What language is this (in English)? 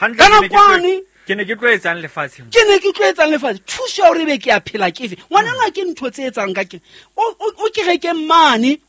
Southern Sotho